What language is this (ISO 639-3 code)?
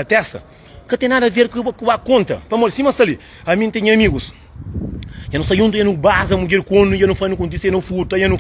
kea